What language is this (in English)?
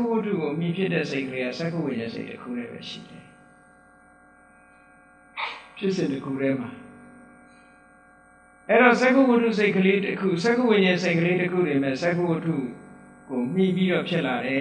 Burmese